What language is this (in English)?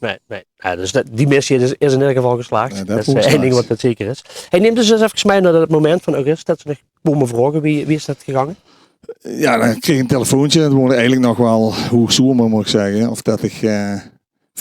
Limburgish